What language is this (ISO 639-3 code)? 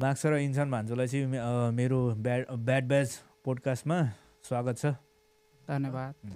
nep